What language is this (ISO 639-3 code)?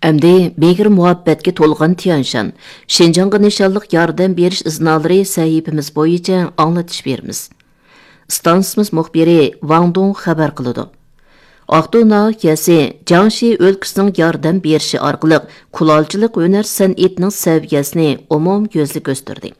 uig